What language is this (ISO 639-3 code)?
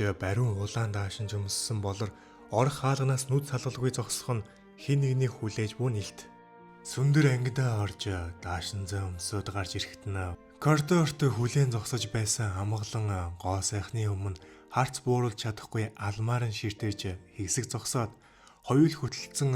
mon